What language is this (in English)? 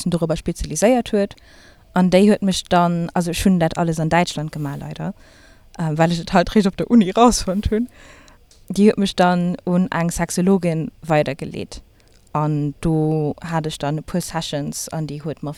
Luxembourgish